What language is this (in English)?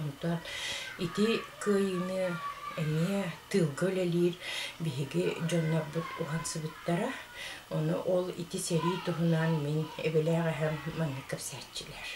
Yakut